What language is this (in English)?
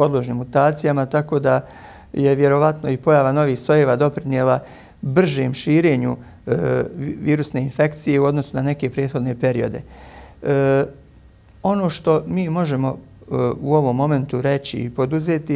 Bosnian